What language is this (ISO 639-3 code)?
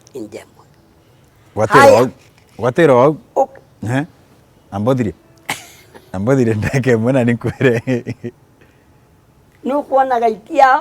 mer